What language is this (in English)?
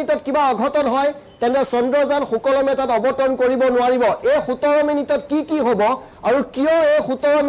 Assamese